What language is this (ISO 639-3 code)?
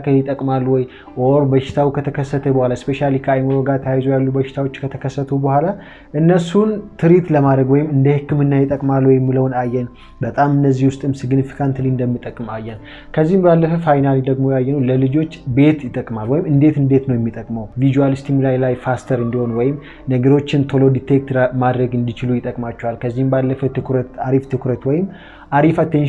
amh